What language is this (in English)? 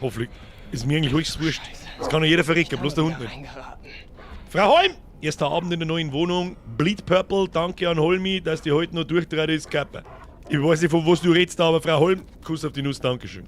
Bavarian